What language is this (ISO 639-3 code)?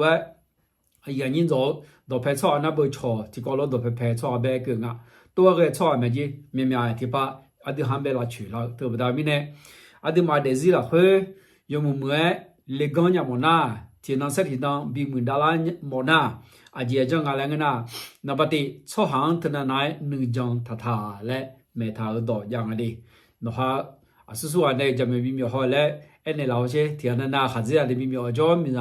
ahk